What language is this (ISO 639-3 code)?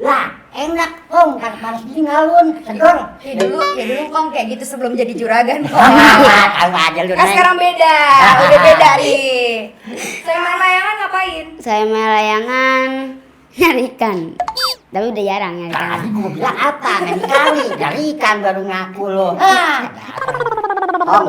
bew